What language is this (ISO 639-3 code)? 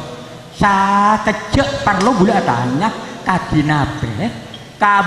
mad